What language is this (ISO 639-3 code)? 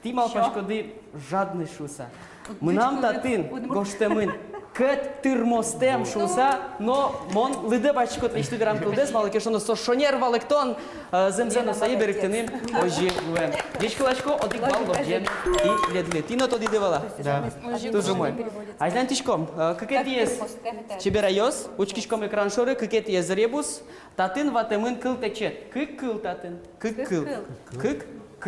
udm